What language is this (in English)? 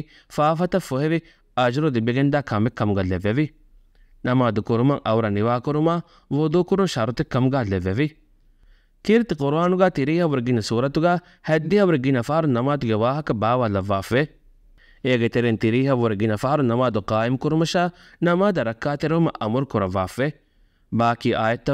Divehi